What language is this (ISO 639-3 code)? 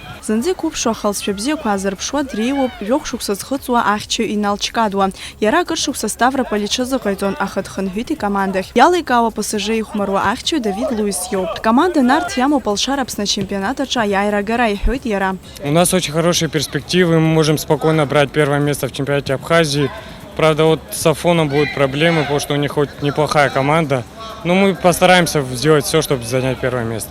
abk